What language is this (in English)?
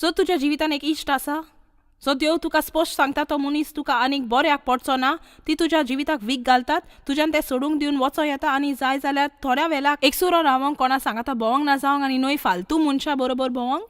Konkani